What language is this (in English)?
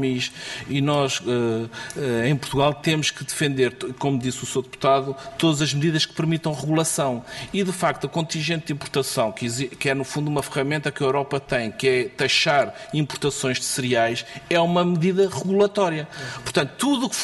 Portuguese